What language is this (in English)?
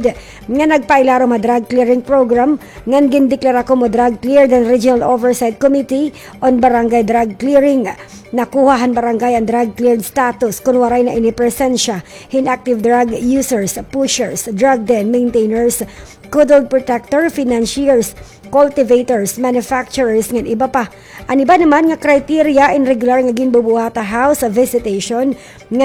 Waray